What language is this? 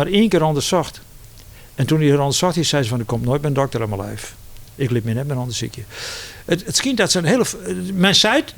Western Frisian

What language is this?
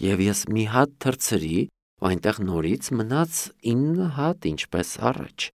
Armenian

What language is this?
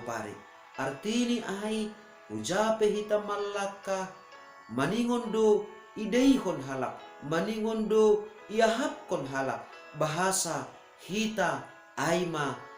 Batak Simalungun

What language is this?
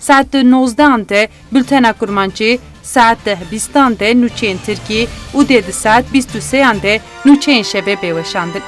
Kurdish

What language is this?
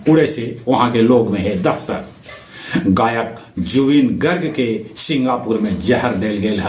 Magahi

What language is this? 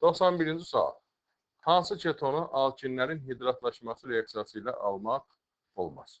Azerbaijani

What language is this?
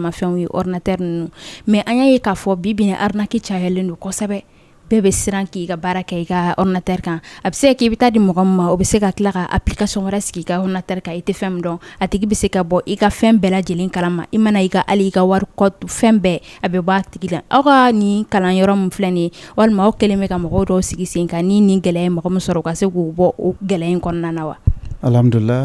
Bambara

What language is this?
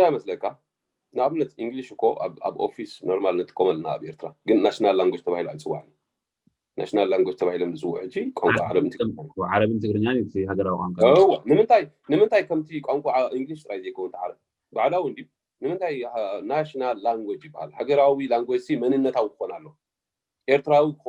Tigrinya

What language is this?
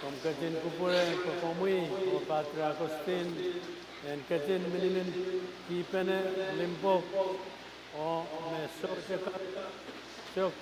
Pohnpeian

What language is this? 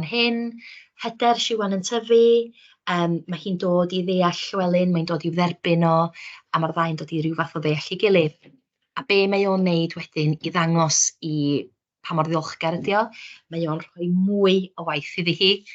Welsh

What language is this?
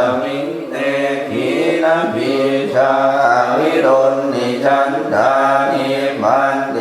Pali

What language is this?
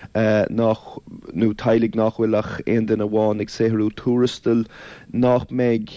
Irish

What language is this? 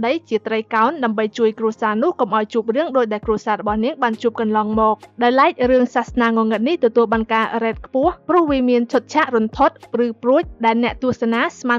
Khmer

